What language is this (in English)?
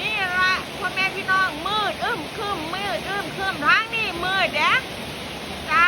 Northeastern Thai